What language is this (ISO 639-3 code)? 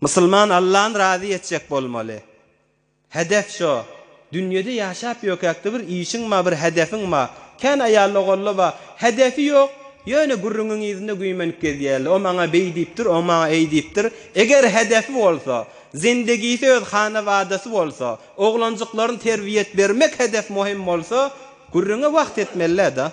tuk